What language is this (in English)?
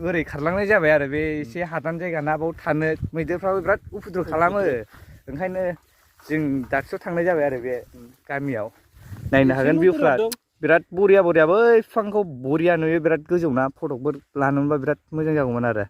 Bodo